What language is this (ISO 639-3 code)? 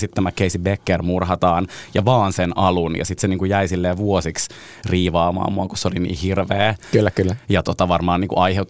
fin